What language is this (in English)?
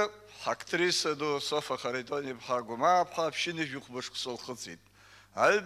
Abkhazian